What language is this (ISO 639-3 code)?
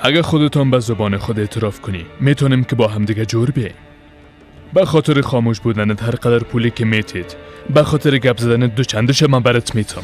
fas